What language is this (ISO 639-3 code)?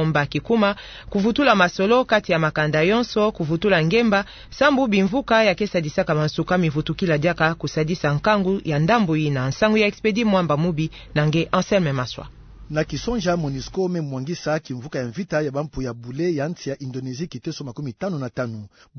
ktu